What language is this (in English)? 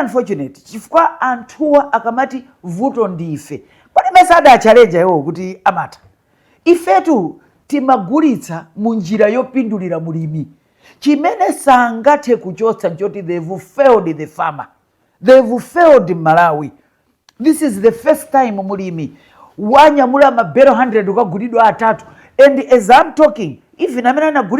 Nyanja